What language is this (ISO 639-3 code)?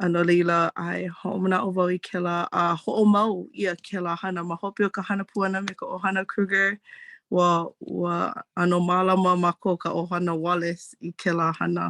haw